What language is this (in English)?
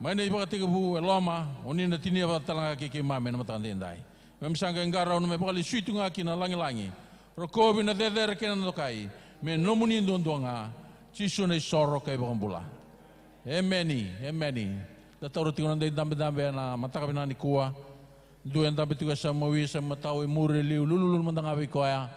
Fijian